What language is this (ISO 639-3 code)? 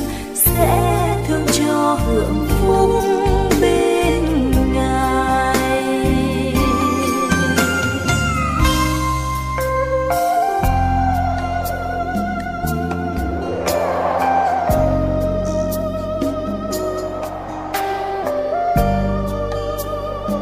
vie